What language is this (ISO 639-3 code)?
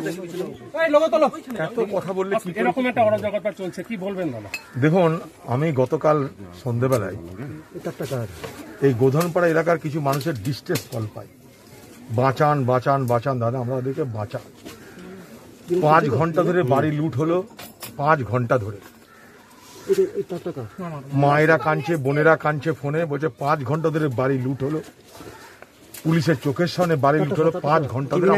ben